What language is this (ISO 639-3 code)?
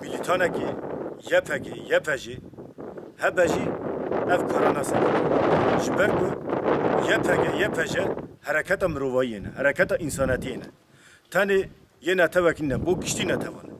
kur